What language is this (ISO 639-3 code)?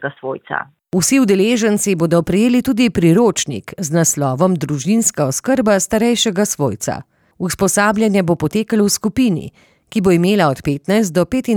slv